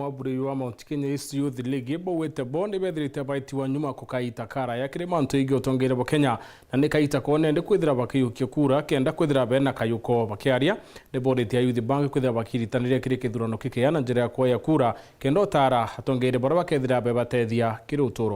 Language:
Meru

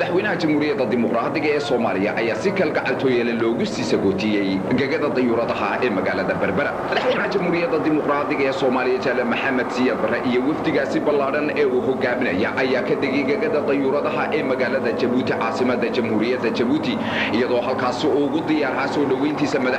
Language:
Somali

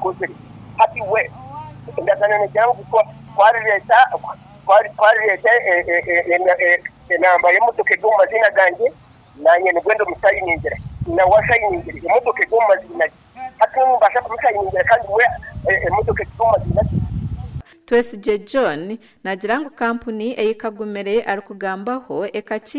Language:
Nyankole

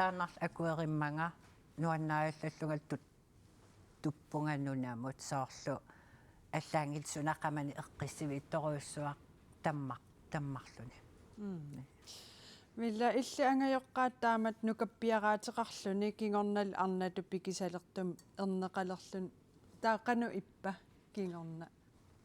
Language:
Kalaallisut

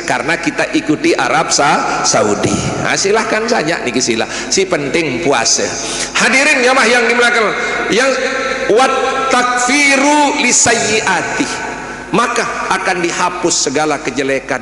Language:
Sasak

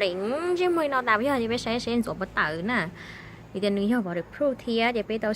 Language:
Hmong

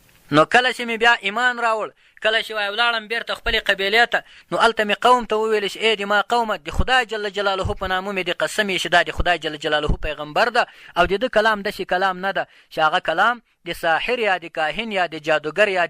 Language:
Pashto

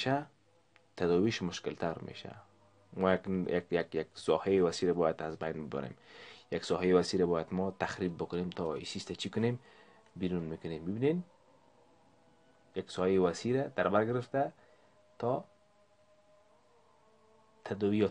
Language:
Persian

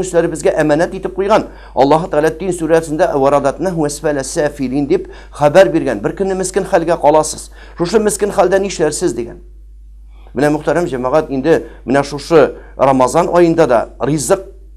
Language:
Tatar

